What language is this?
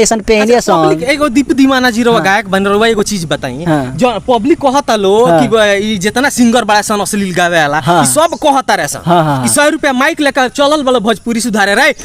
Bhojpuri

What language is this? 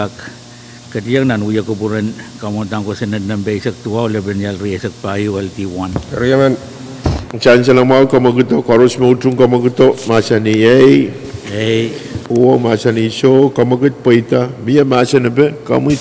Pohnpeian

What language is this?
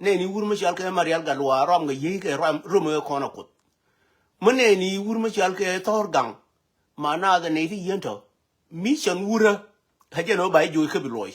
Nuer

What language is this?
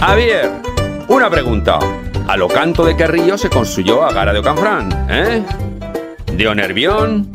Aragonese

